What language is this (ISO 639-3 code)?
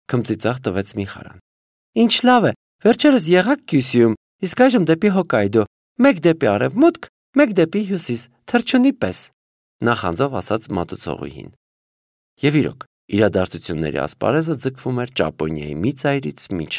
hye